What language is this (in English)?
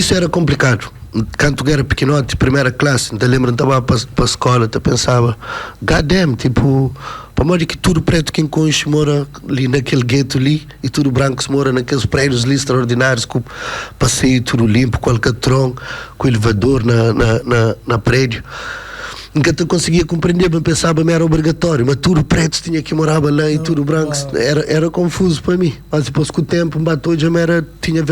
Kabuverdianu